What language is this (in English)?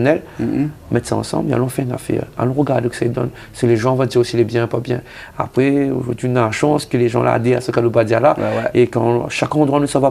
Réunion Creole French